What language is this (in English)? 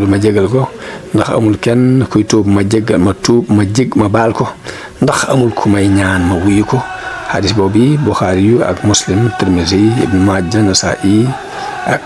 Wolof